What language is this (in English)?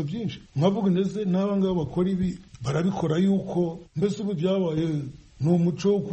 Kinyarwanda